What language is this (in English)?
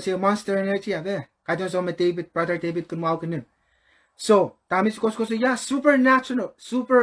Pohnpeian